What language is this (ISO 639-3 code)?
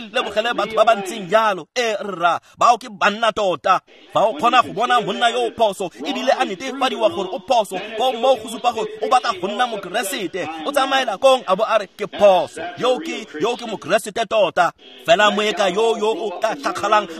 tsn